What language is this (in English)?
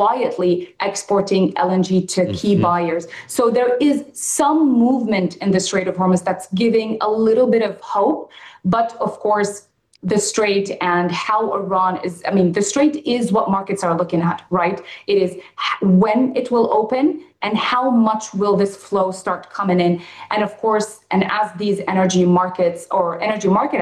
English